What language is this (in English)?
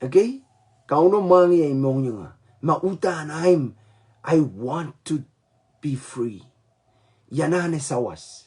Pohnpeian